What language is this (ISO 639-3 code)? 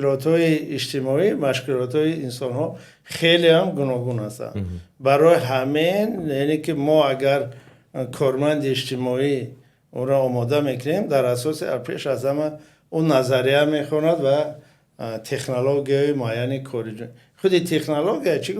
tgk